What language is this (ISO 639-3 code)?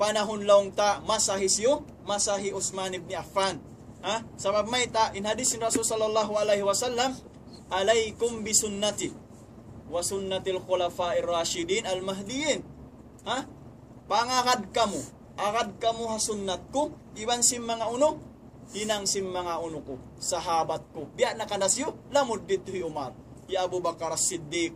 tsg